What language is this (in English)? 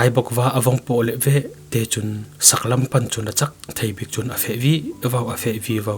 Falam Chin